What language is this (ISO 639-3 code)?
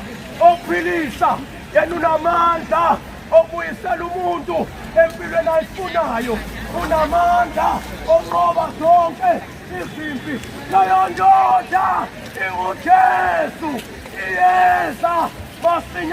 zul